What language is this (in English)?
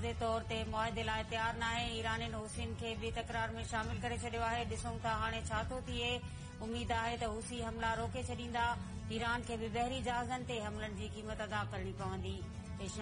Sindhi